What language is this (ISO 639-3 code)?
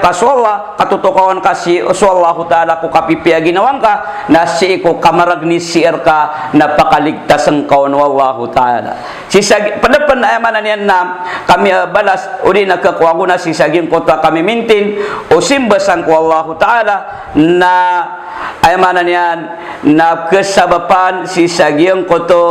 mrw